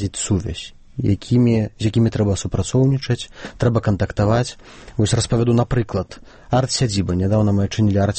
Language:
Belarusian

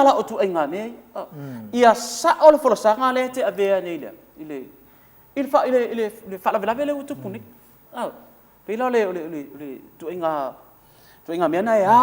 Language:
Samoan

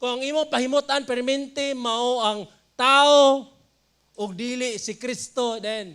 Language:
Cebuano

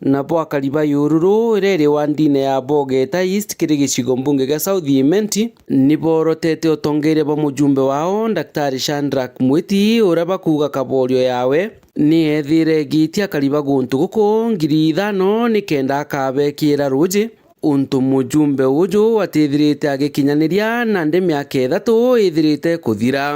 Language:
Meru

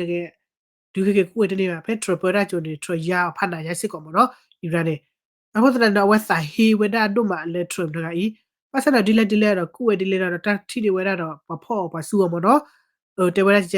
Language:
S'gaw Karen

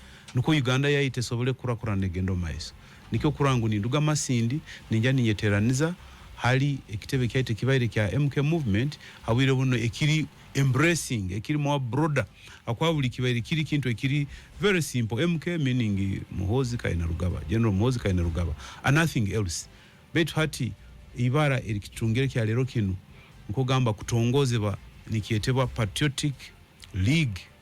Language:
Ganda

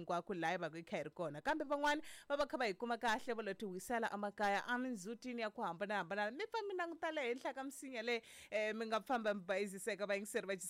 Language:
Tsonga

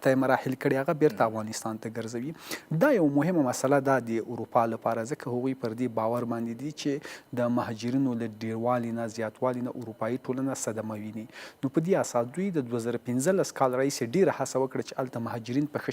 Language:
Pashto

